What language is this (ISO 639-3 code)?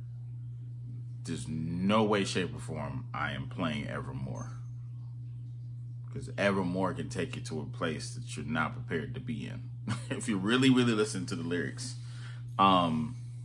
eng